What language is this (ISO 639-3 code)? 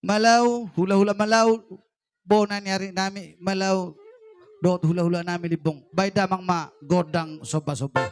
bbc